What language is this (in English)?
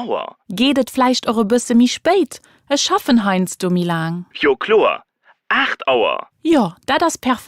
Luxembourgish